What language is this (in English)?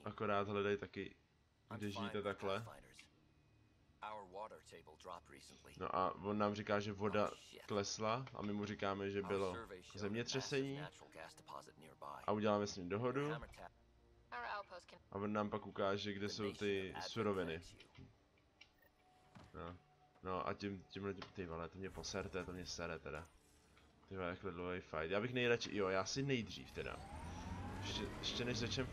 Czech